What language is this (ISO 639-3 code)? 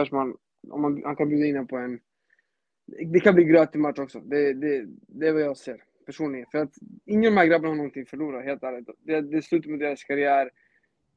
swe